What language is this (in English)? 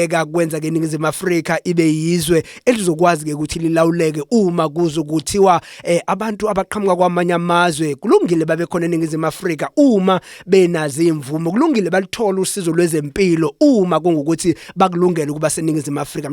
Zulu